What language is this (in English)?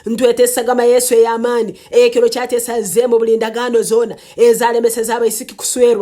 Nyankole